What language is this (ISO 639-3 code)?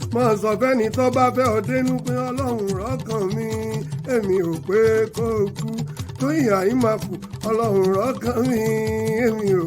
yor